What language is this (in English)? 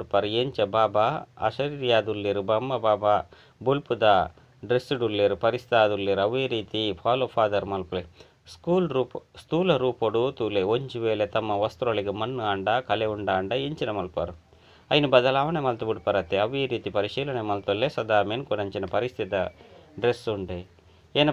Tulu